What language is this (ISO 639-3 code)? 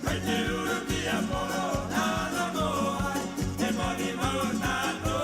rap